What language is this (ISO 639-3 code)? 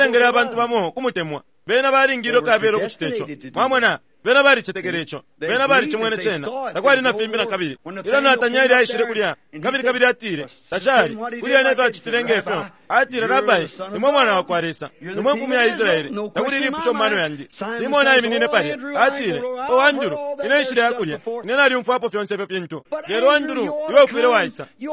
bem